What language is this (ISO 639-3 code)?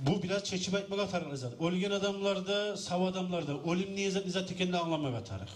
kum